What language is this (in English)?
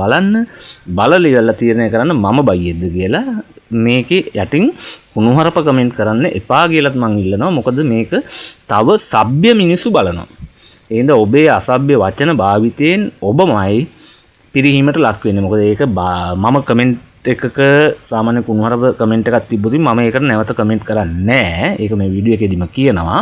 Sinhala